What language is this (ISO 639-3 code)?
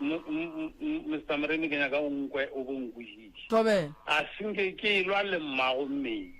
nso